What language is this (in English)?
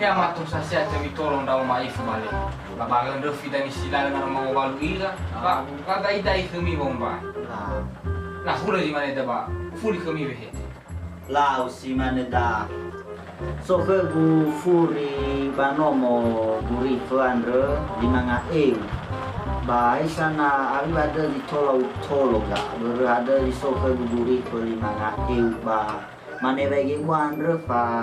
Nias